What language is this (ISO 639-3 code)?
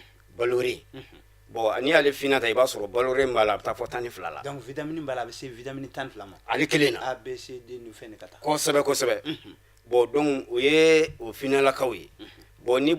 bam